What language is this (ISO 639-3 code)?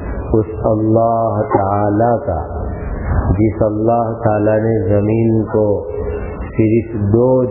urd